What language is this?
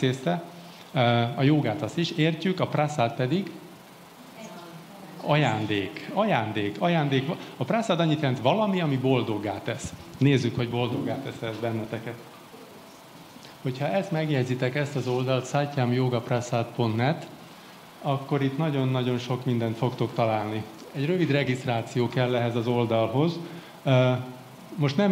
Hungarian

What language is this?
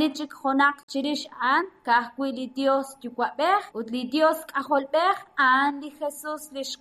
Kekchí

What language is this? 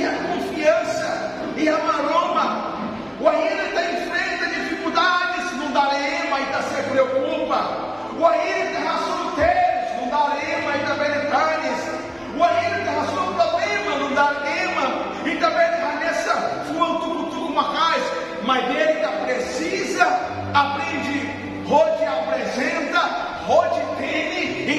Tetum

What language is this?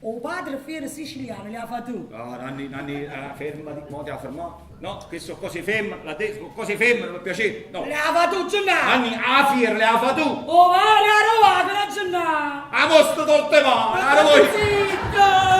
Neapolitan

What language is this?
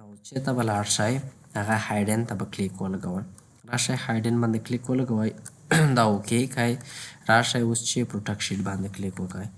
Pashto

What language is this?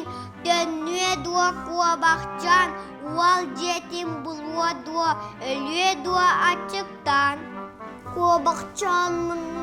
Yakut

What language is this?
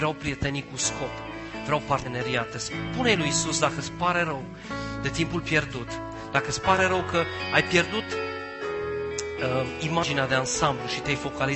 Romanian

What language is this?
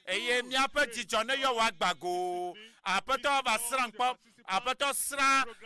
Ewe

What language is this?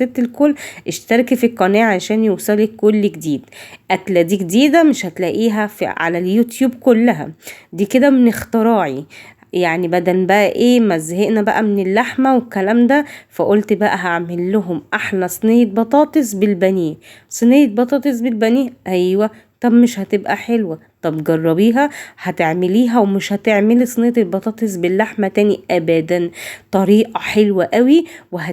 Egyptian Arabic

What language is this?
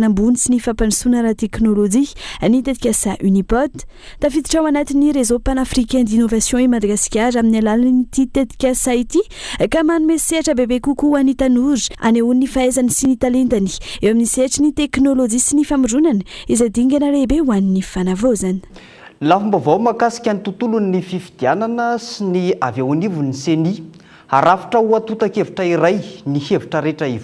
Malagasy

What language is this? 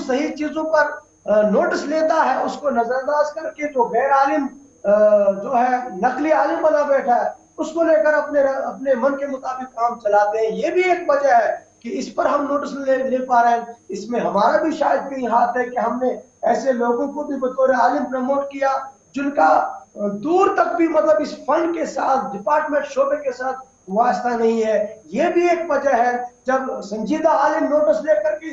Urdu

